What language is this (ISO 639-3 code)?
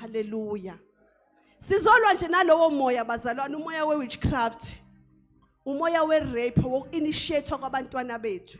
zul